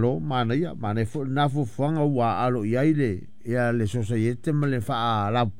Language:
Samoan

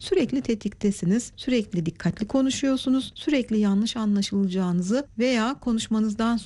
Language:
Turkish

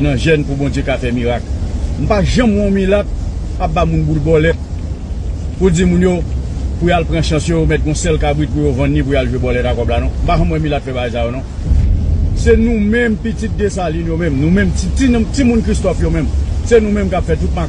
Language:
Haitian Creole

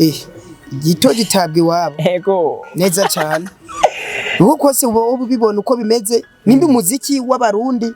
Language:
Rundi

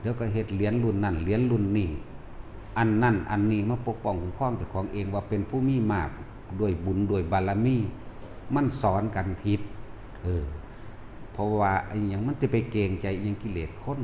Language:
Lao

